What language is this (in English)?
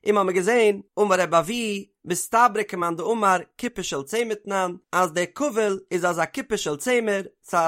Yiddish